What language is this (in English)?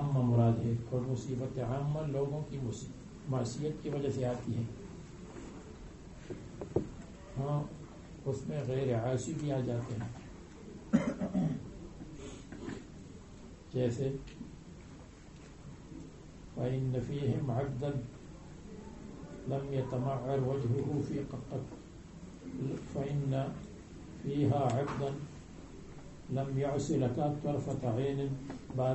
Urdu